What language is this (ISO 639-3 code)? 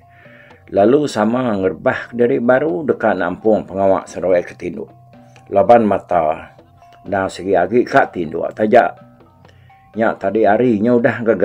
iba